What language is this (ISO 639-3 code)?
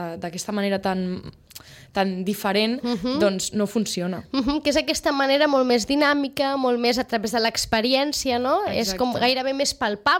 cat